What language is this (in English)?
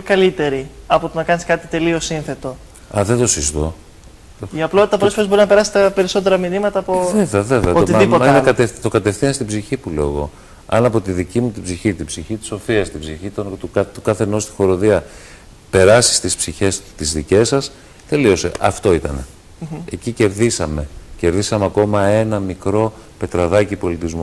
Greek